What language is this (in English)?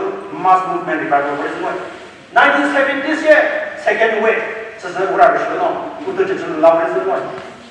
Chokri Naga